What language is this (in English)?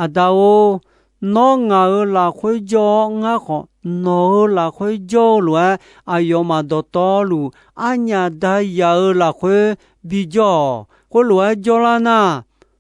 Akha